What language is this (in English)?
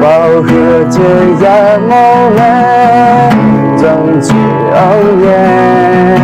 Akha